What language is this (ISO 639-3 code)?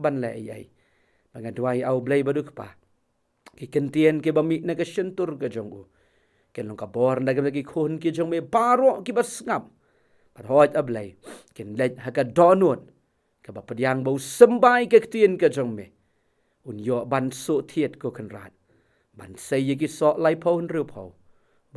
kha